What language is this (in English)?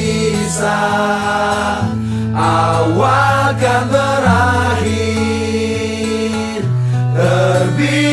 Indonesian